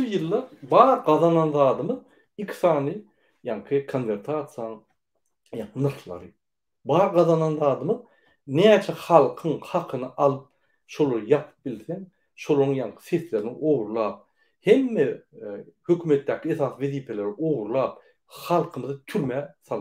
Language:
Turkmen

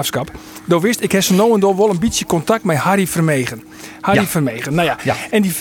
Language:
Western Frisian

